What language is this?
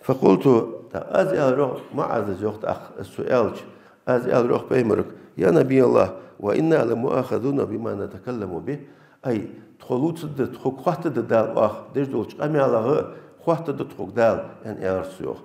Ingush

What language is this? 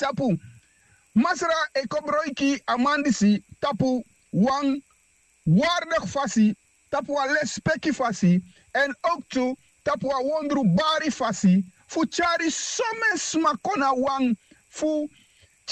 Sranan Tongo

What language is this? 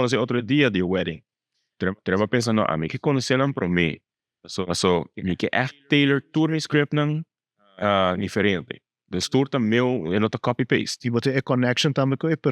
Papiamento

